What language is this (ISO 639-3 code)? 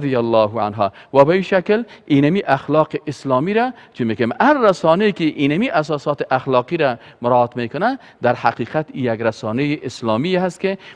fas